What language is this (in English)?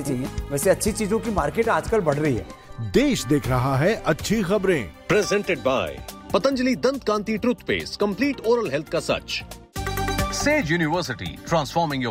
Hindi